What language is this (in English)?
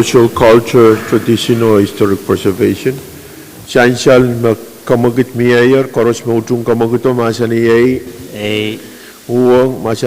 Pohnpeian